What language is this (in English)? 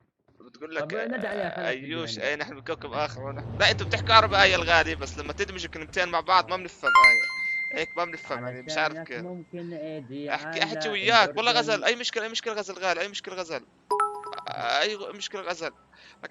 North Levantine Arabic